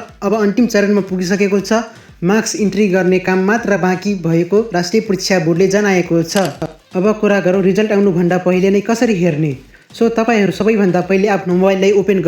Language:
Nepali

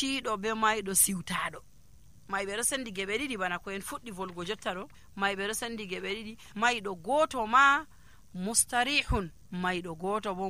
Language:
Nigerian Fulfulde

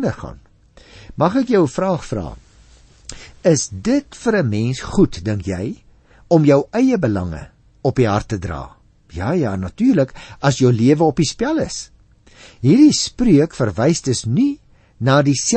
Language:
Afrikaans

